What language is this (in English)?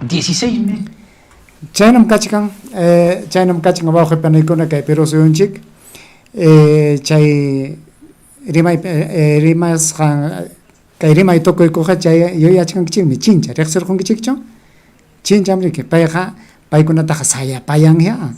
Ayacucho Quechua